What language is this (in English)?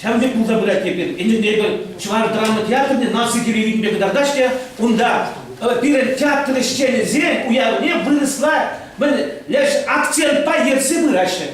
Chuvash